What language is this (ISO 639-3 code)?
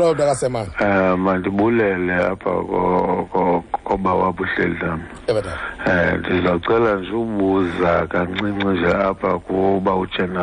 xho